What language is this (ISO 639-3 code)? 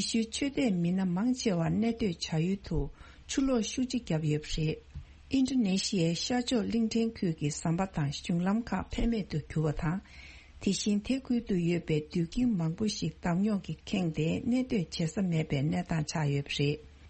bod